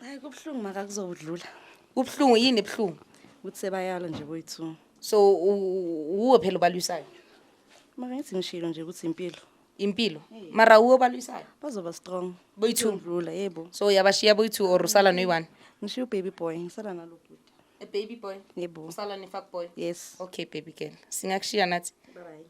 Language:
Zulu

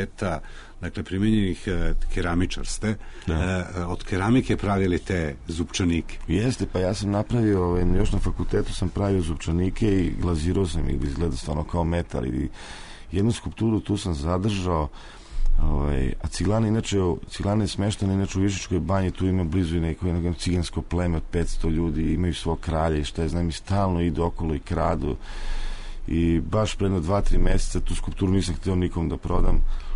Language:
Serbian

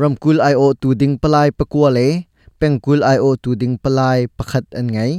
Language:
Hakha Chin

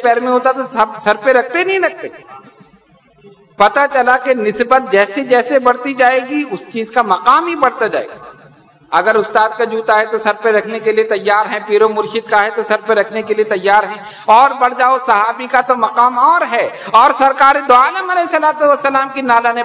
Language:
Urdu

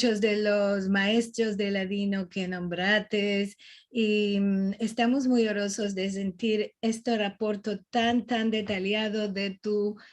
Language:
Ladino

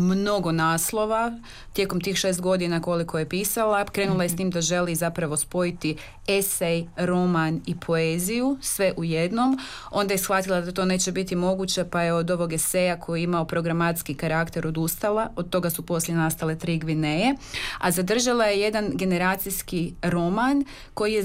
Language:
Croatian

